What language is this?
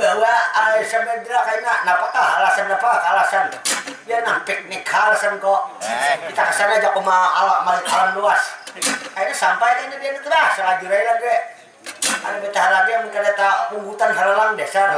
Banjar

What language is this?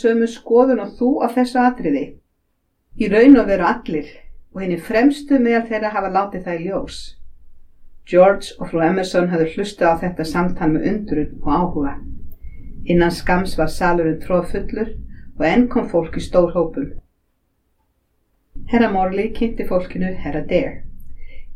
Icelandic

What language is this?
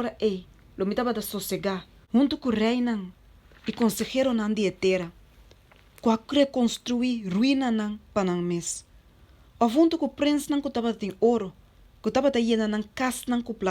Papiamento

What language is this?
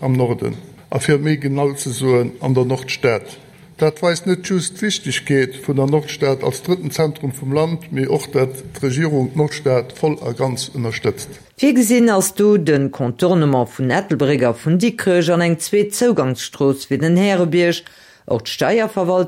Luxembourgish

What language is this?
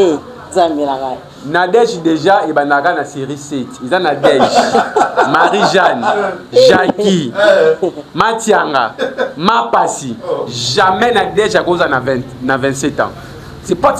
Lingala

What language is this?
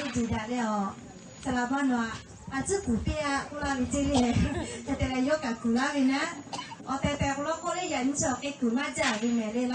Lahu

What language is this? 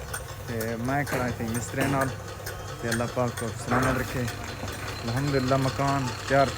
Saraiki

